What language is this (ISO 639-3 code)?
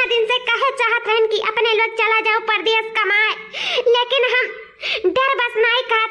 awa